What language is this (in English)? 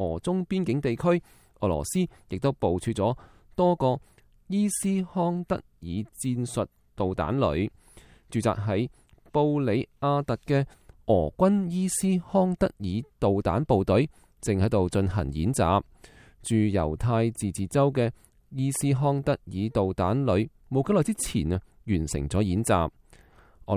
Cantonese